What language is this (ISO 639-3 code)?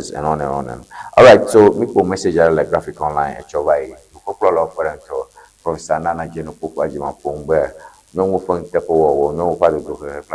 ewe